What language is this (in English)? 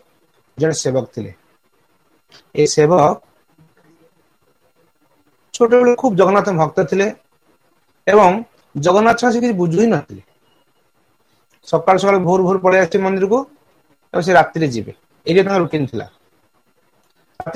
Odia